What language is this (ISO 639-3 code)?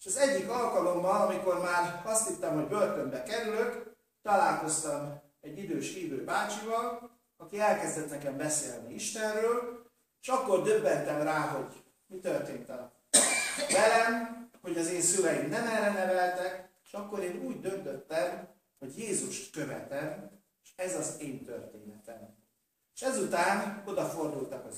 hun